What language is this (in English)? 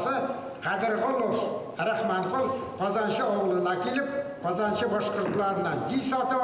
Bashkir